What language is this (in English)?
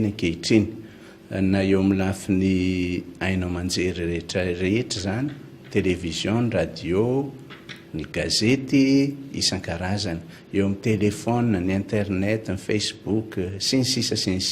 Malagasy